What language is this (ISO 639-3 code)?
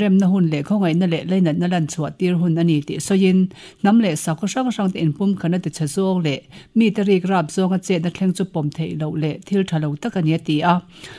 lus